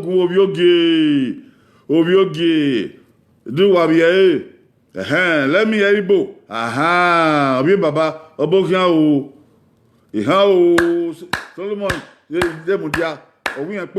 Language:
Bini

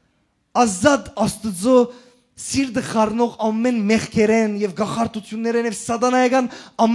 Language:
Western Armenian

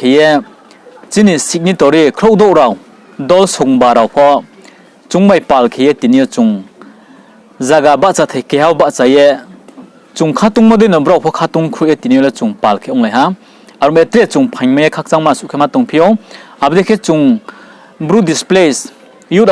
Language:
Riang (India)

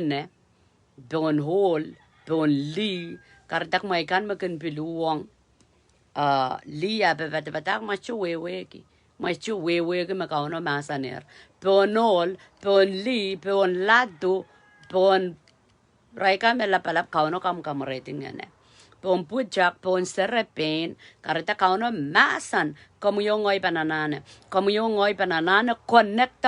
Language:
Pohnpeian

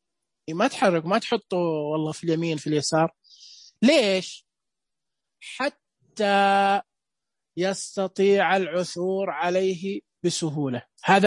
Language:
Najdi Arabic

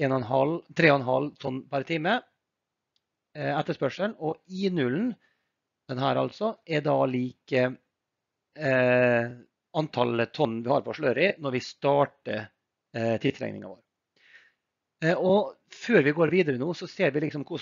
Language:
Norwegian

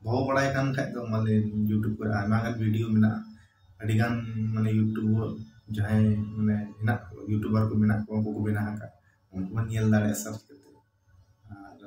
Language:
Santali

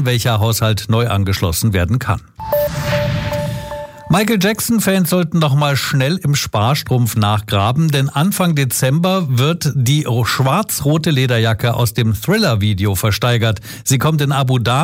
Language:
German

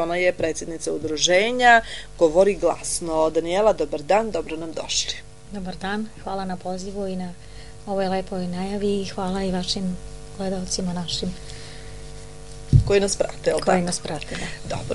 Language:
Serbian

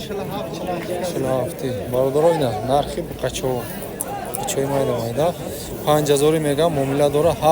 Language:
Tajik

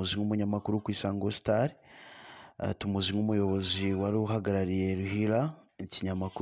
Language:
Kinyarwanda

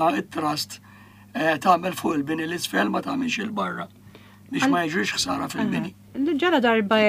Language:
Maltese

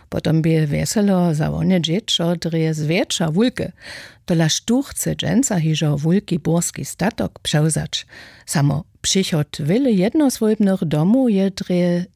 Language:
Upper Sorbian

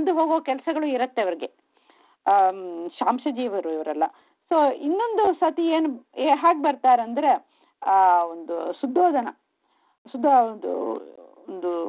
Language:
Kannada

